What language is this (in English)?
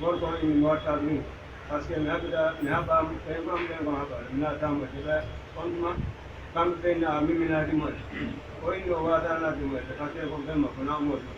Pular